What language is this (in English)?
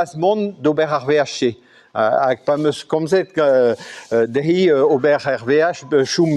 Breton